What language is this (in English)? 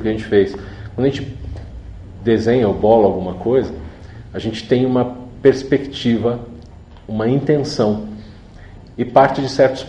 Portuguese